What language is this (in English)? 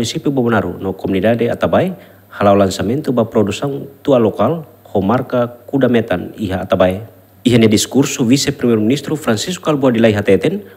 Tetum